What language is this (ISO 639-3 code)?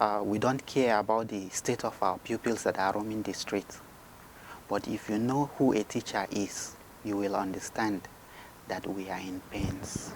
pcm